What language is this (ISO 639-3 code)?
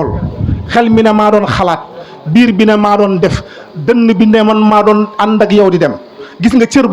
wol